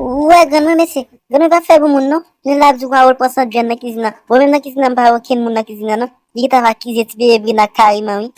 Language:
Haitian Creole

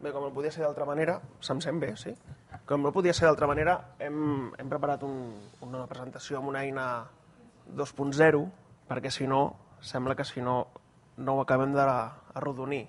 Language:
Catalan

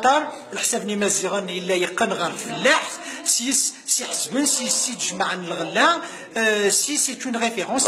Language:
Kabyle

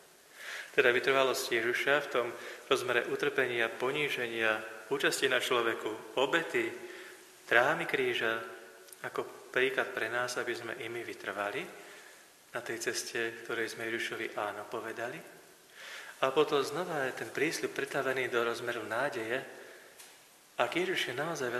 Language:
Slovak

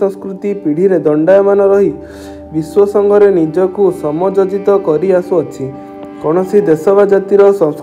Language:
Odia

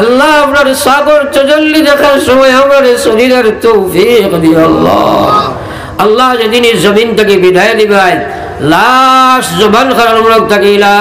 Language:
Sylheti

